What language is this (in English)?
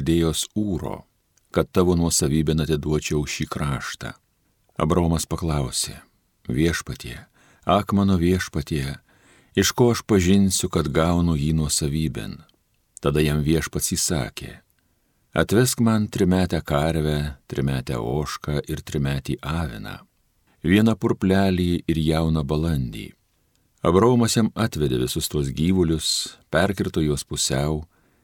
Lithuanian